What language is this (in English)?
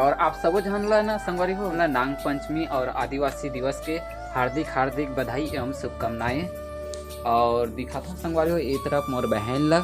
Chhattisgarhi